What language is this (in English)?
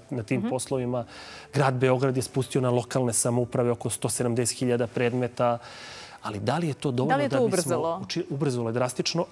Serbian